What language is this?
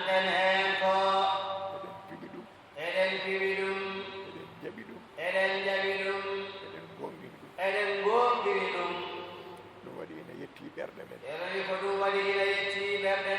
Fula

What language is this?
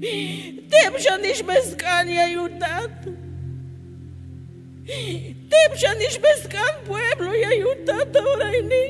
Tzeltal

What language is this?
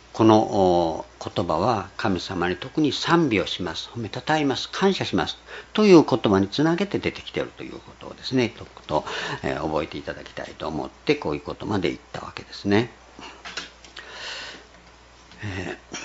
Japanese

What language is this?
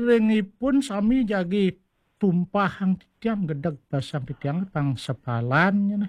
Balinese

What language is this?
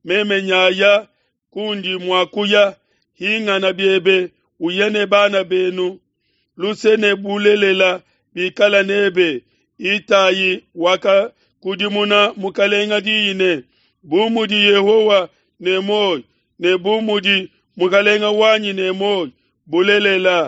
Luba-Lulua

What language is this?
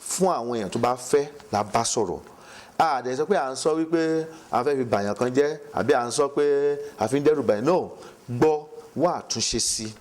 Yoruba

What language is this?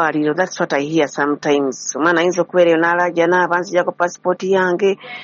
Ganda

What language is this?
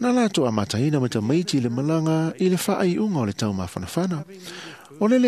Samoan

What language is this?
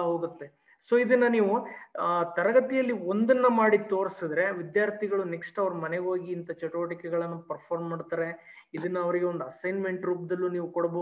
Kannada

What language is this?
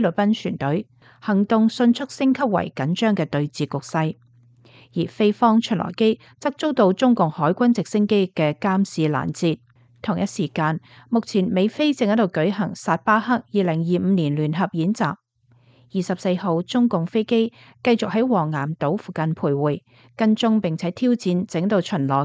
Cantonese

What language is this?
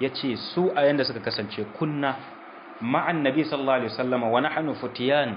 Hausa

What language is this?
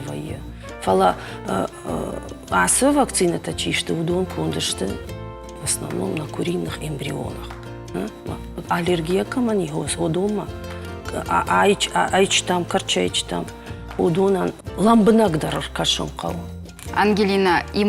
Ossetic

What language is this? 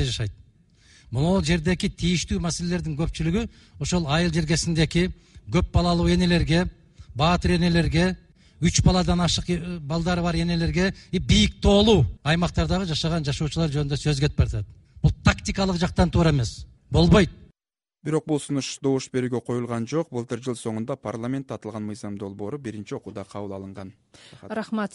Kyrgyz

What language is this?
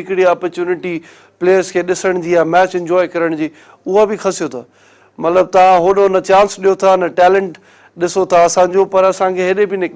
Sindhi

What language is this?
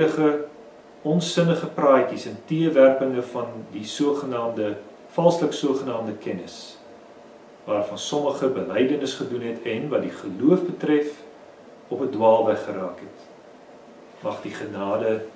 Afrikaans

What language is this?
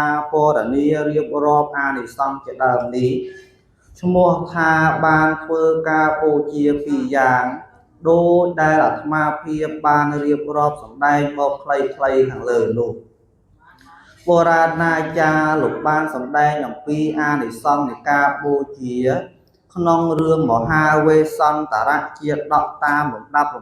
Khmer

